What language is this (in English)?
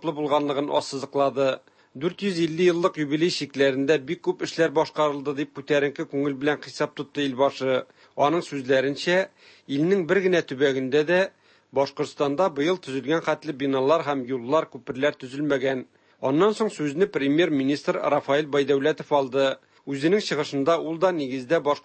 Tatar